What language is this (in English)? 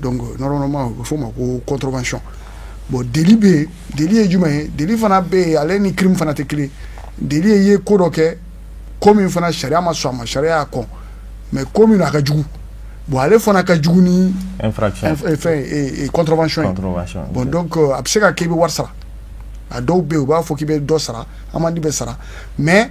Bambara